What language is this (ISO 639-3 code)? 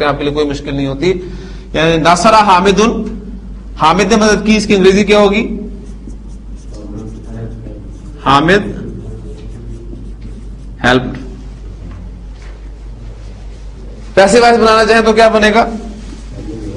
urd